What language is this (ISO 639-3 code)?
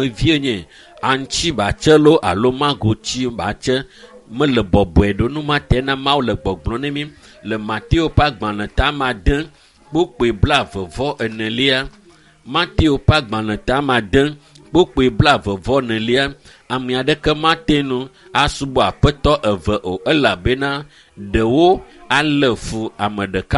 ewe